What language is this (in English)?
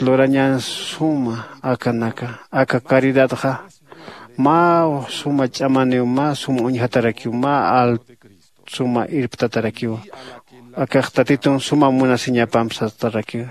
Aymara